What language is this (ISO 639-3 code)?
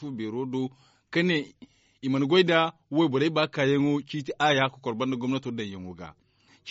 dje